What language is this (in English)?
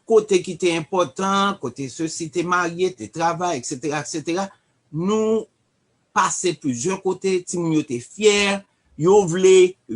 Haitian Creole